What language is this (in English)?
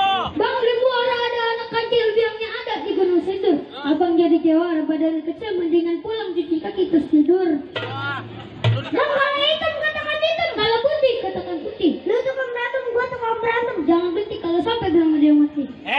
Betawi